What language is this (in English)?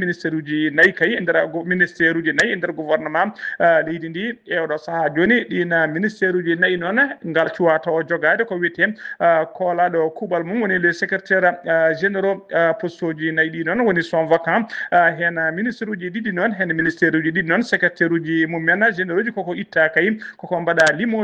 Fula